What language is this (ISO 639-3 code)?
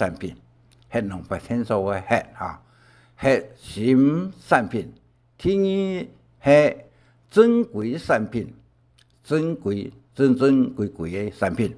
hak